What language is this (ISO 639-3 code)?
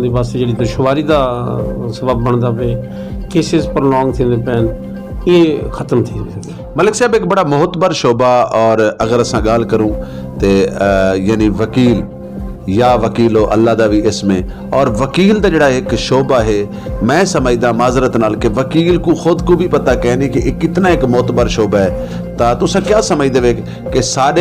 skr